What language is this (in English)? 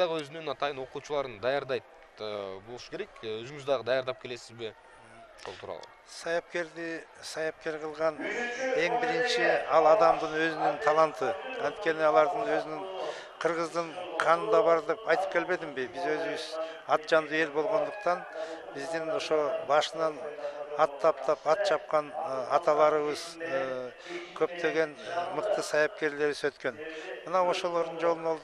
Kyrgyz